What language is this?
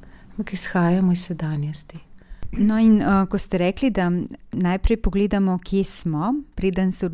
Slovenian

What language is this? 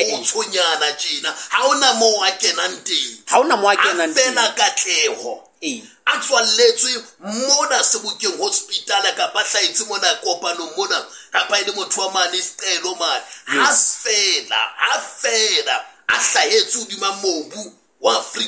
Southern Sotho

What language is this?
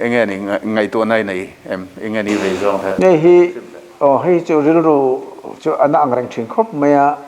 Mizo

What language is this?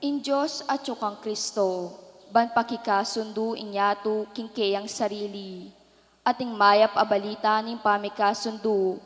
Pampanga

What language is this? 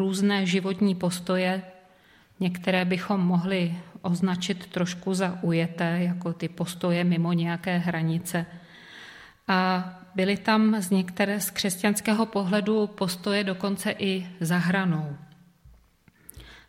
Czech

